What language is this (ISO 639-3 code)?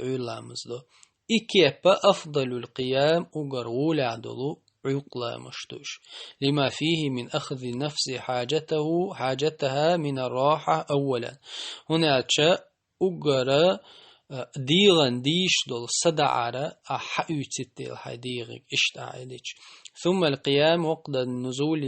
che